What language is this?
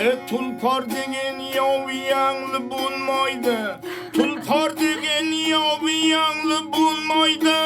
Kara-Kalpak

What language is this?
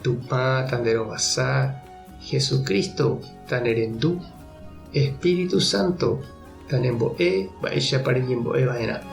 Guarani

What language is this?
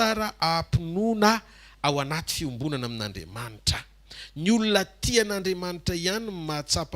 Malagasy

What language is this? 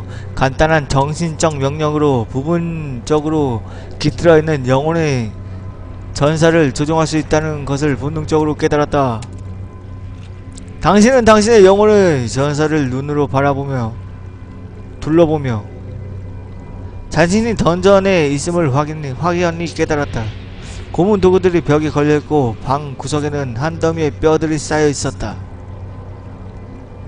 Korean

